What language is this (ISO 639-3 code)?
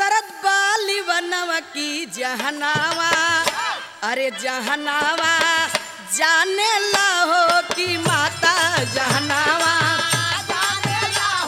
bho